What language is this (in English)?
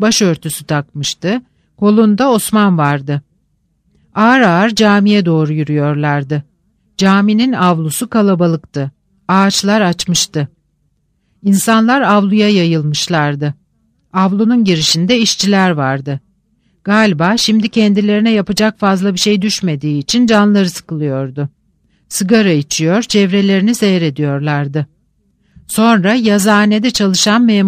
Turkish